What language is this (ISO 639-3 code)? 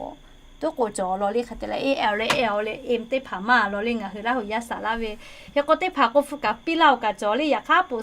lhu